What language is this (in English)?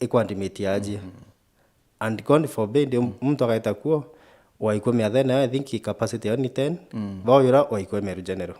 Meru